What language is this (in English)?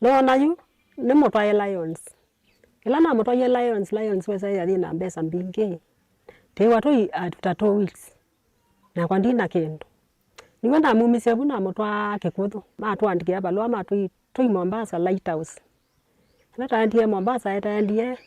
Kamba